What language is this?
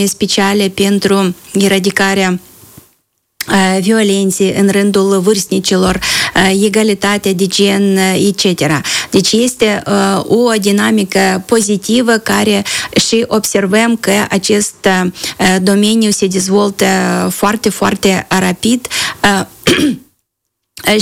Romanian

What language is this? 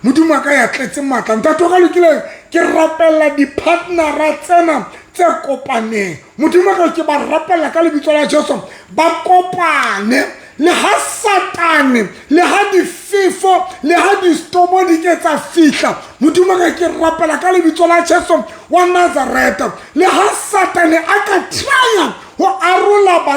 Southern Sotho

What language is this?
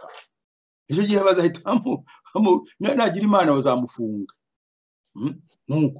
Kinyarwanda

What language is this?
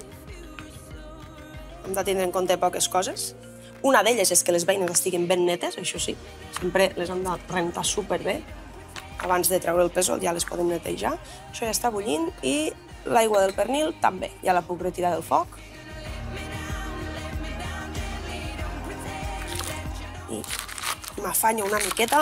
Catalan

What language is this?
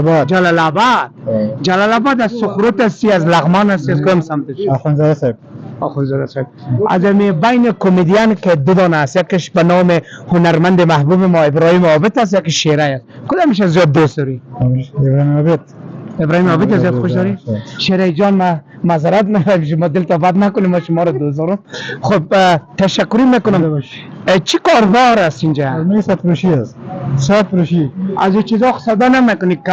Persian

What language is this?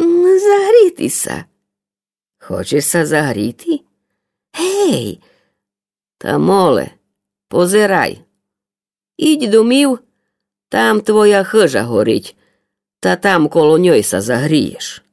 Rusyn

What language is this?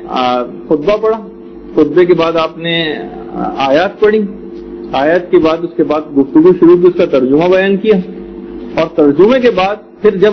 Urdu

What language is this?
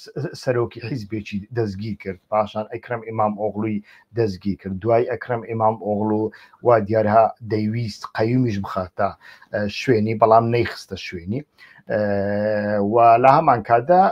Central Kurdish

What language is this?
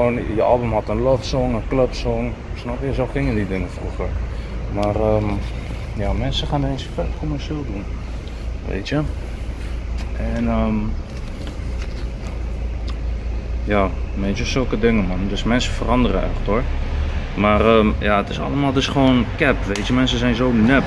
Dutch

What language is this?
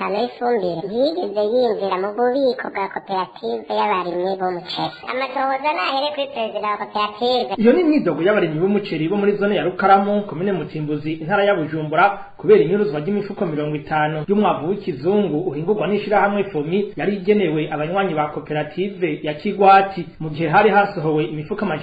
Rundi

